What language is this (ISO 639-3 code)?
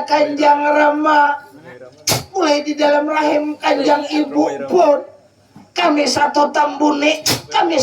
bjn